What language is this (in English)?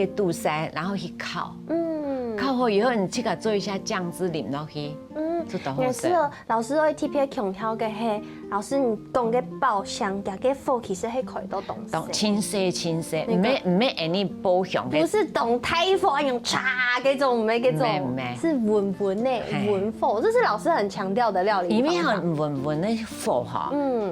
Hakka Chinese